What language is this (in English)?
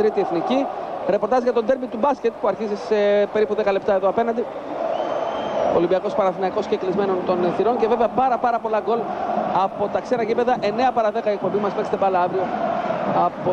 Greek